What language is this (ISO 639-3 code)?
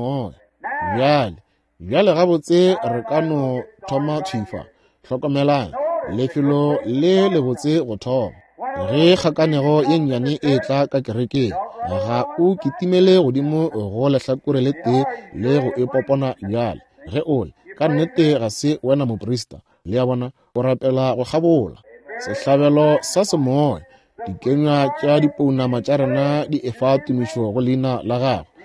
nso